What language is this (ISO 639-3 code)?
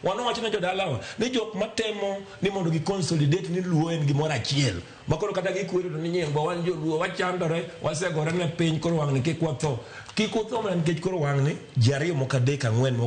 luo